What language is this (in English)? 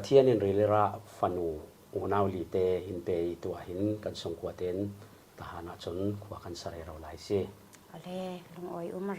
Falam Chin